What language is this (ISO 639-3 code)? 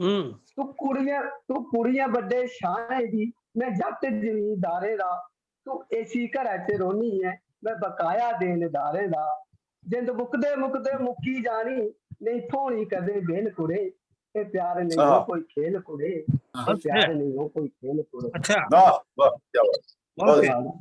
doi